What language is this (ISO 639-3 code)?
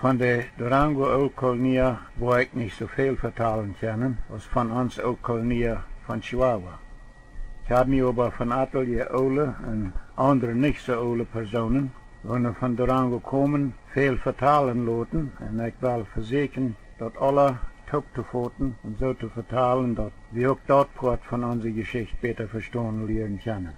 pdt